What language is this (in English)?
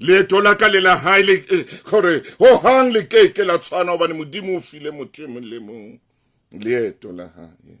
Southern Sotho